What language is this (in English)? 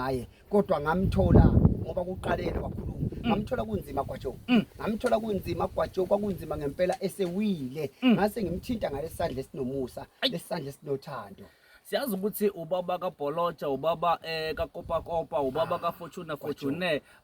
Zulu